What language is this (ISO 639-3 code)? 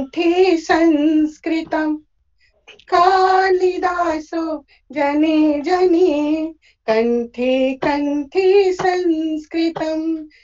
san